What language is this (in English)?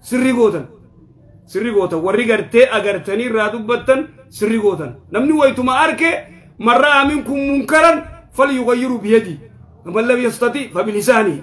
Oromo